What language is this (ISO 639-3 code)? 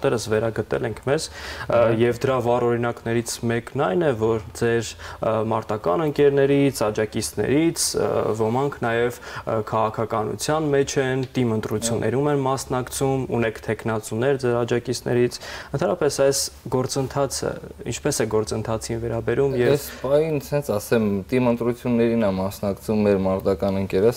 hye